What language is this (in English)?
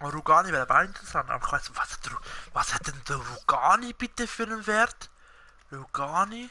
Swiss German